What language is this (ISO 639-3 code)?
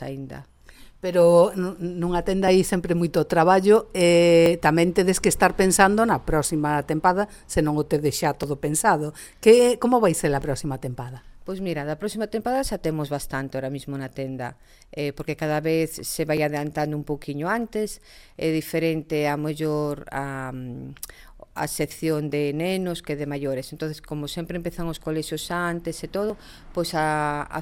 glg